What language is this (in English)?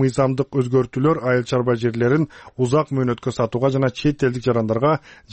Kyrgyz